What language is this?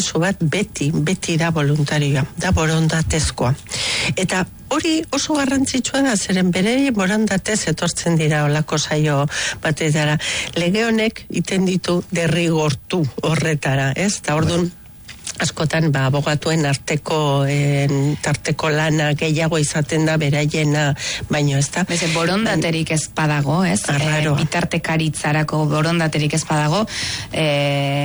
Basque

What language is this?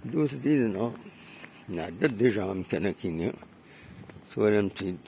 Kabyle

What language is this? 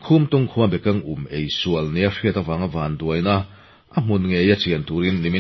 Mizo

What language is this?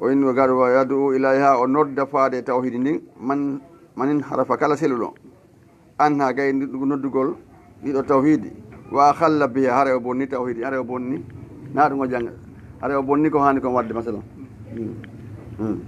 Fula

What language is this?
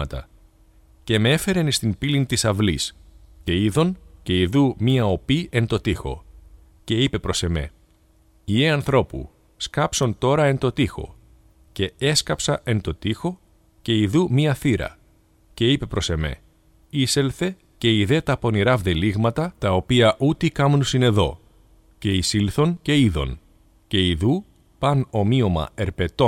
Greek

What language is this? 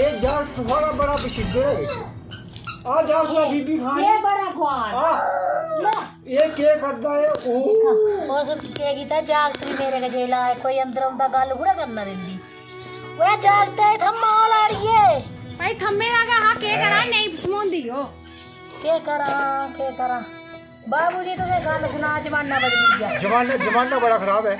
Dogri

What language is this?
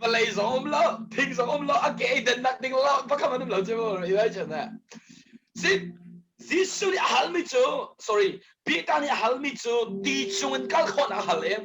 Hakha Chin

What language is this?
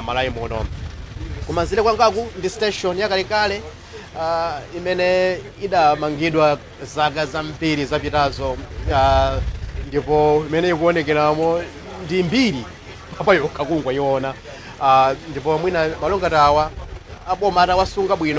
Nyanja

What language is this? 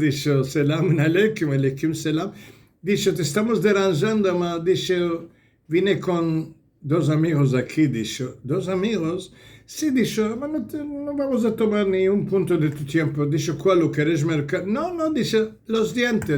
Ladino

